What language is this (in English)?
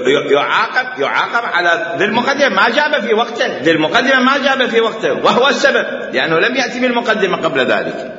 Mesopotamian Arabic